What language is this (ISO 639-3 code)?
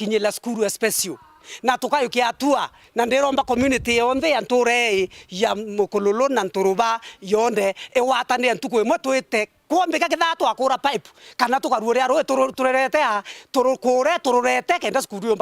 mer